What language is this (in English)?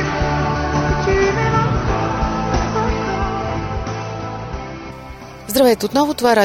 Bulgarian